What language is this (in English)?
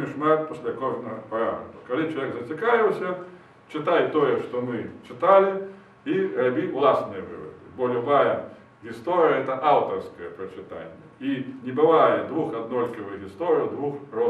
Belarusian